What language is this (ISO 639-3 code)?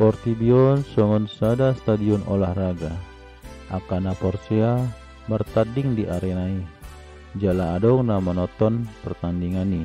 bbc